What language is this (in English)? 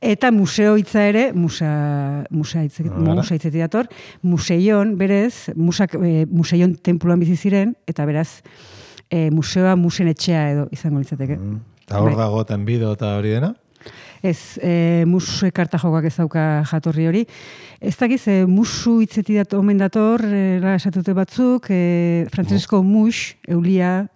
Basque